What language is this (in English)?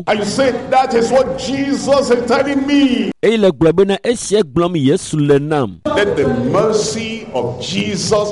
Ewe